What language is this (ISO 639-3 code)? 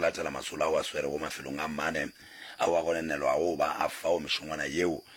nso